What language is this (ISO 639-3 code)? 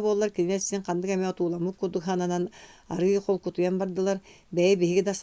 sah